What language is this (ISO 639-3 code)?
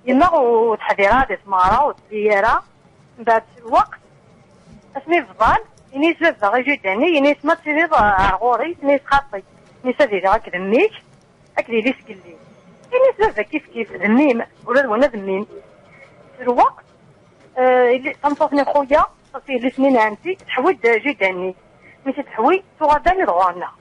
kab